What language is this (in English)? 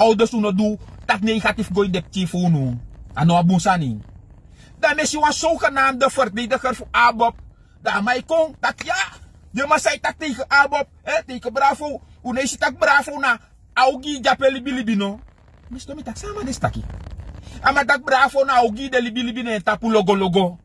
Sranan Tongo